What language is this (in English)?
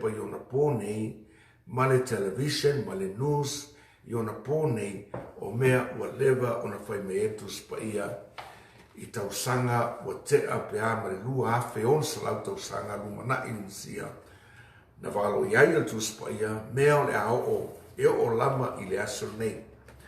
Samoan